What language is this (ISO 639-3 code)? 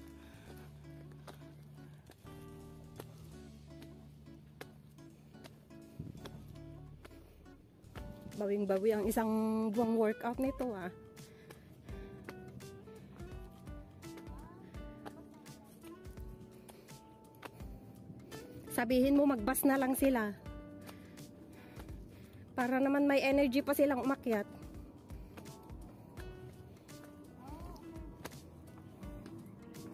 fil